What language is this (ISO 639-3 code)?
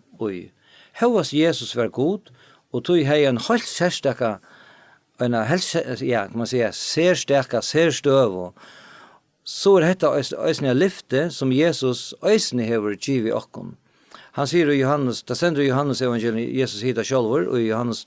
fao